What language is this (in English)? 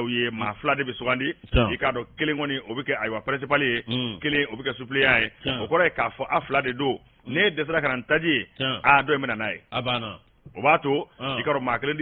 Bambara